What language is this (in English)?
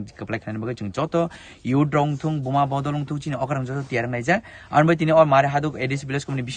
Kok Borok